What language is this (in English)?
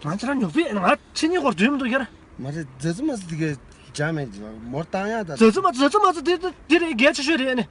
Tibetan